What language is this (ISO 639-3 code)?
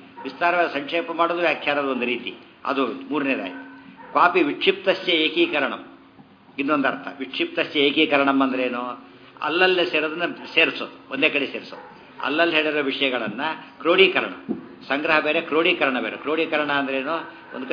kan